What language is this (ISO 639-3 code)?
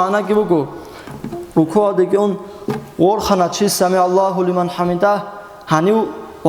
ava